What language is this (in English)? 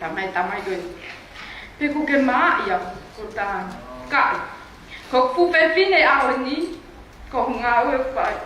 Tongan